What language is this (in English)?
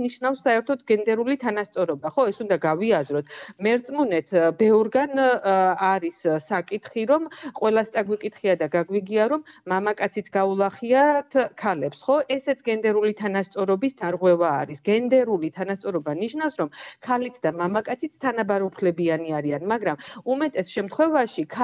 Georgian